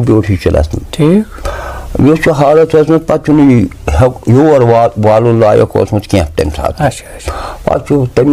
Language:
Kashmiri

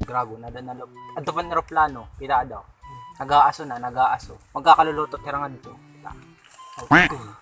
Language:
Waray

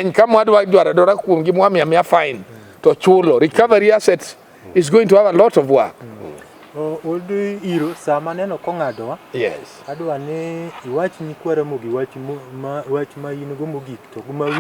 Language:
Luo (Kenya and Tanzania)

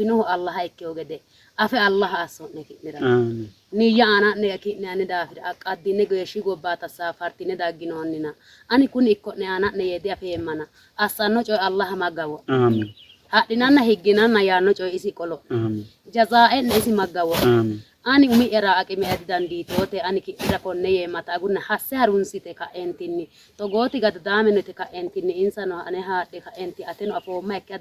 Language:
Sidamo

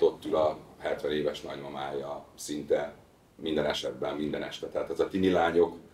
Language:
Hungarian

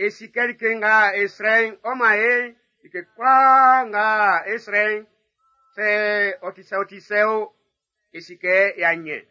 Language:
Baoulé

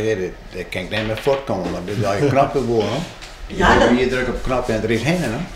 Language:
Western Frisian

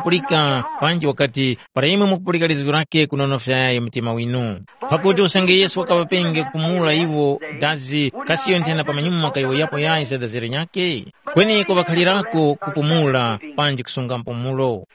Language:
Tumbuka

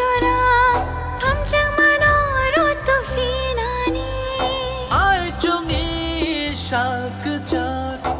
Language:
Kok Borok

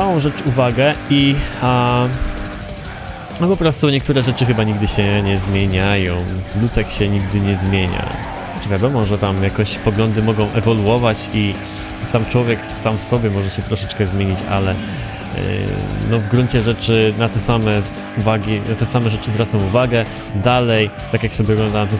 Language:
Polish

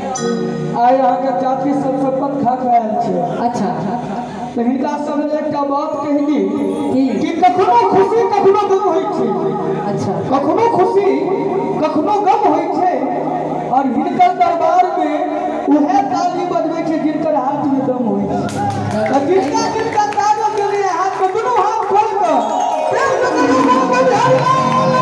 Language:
Maithili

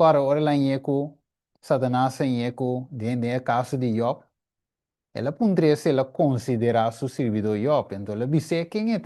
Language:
Papiamento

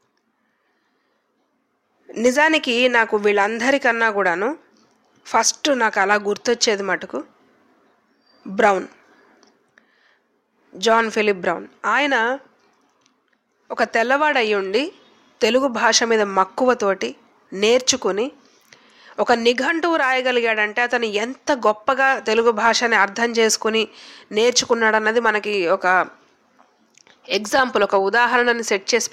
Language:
Telugu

